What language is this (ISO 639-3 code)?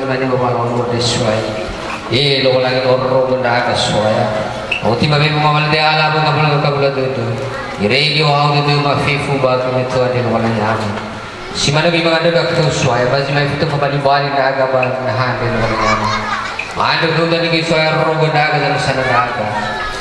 nia